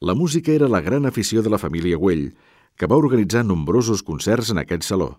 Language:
Catalan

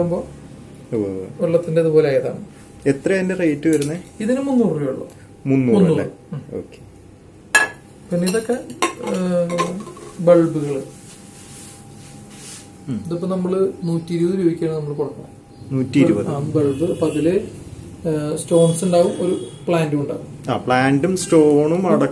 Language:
Malayalam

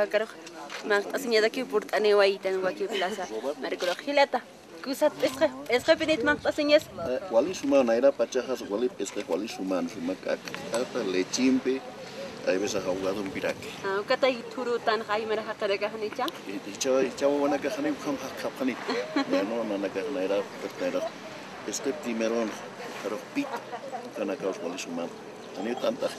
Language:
Aymara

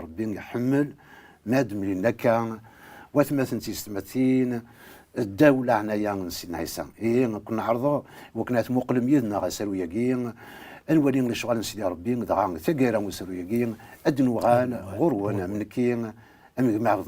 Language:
Kabyle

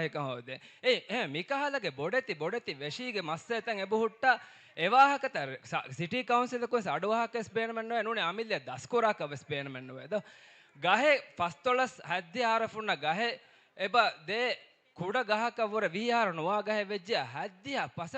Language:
Divehi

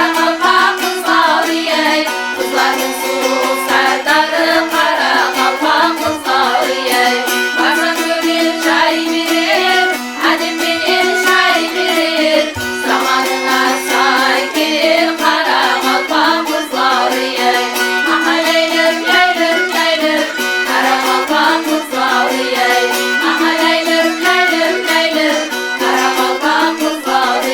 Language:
Kara-Kalpak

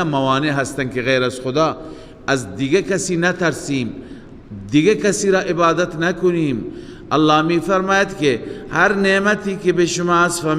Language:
Persian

